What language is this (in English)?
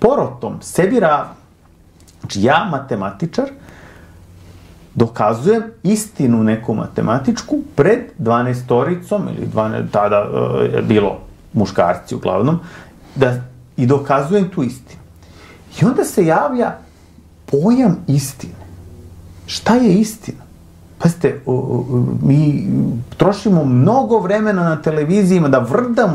Serbian